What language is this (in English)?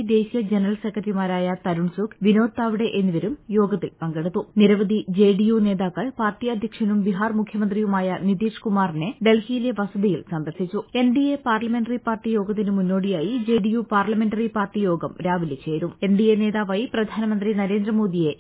Malayalam